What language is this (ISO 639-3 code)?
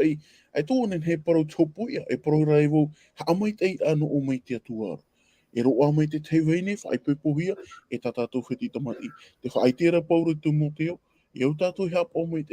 tah